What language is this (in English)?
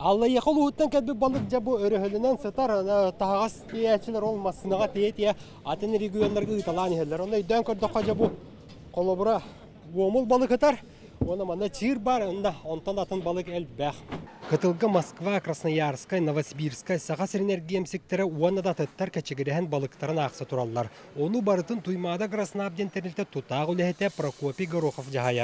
Yakut